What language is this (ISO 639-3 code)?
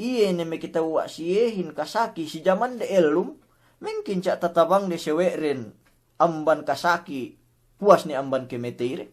yka